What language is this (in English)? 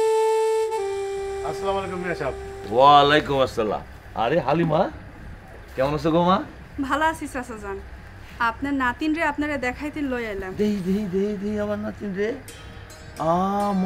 Bangla